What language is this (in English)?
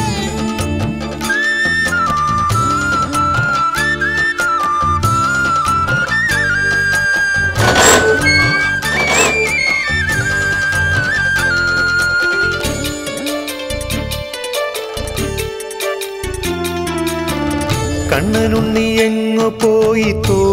Malayalam